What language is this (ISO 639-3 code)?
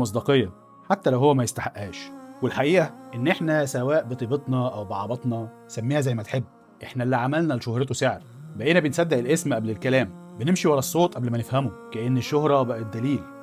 arz